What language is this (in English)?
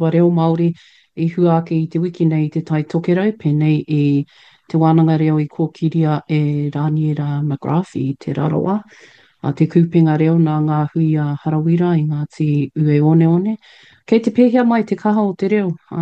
Māori